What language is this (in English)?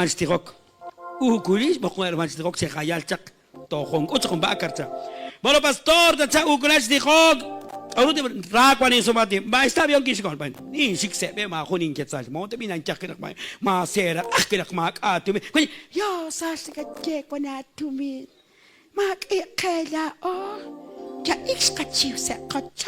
Kekchí